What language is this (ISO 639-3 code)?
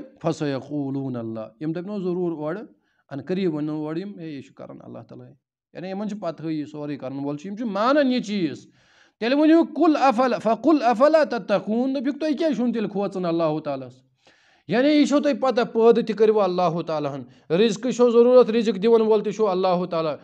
kas